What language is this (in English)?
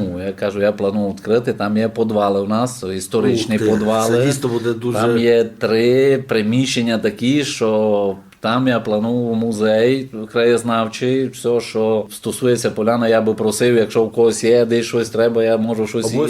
Rusyn